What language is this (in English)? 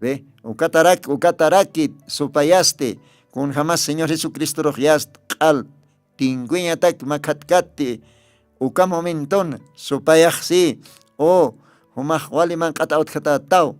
Aymara